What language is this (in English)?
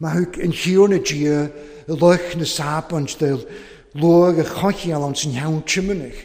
Welsh